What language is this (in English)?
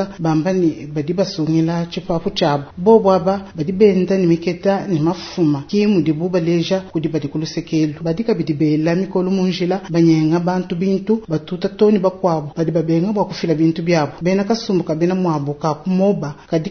Luba-Lulua